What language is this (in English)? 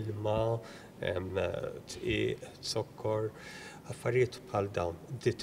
Maltese